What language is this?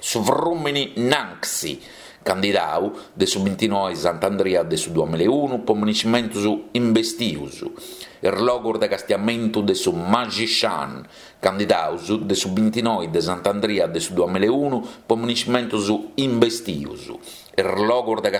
Sardinian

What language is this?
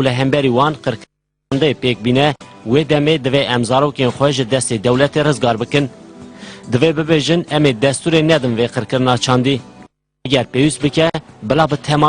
Kurdish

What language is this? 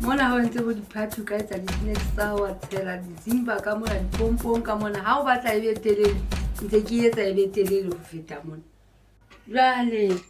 Southern Sotho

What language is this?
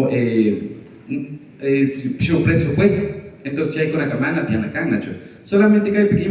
Imbabura Highland Quichua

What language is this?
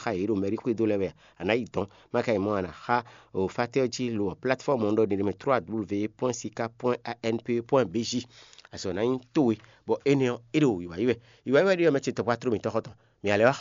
Fon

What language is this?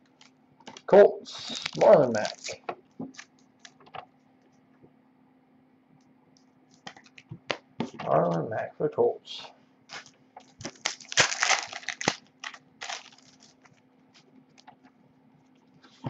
English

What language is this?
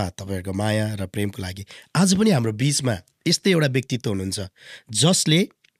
Nepali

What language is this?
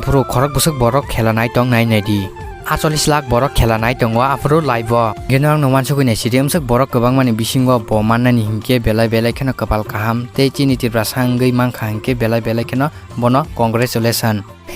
Kok Borok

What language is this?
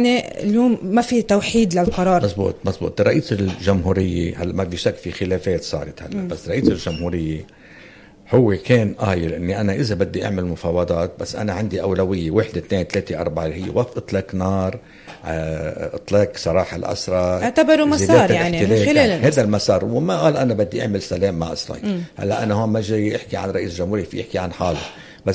North Levantine Arabic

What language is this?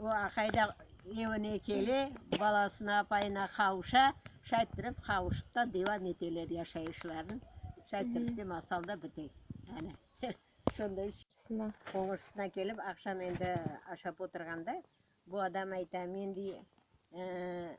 Crimean Tatar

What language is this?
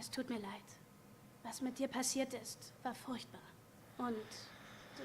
Swiss German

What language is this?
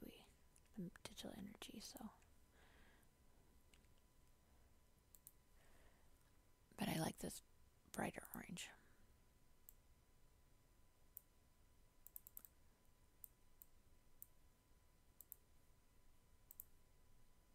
English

